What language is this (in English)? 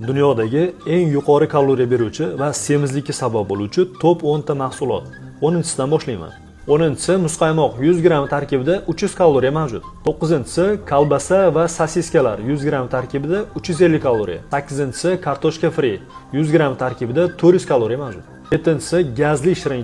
Uzbek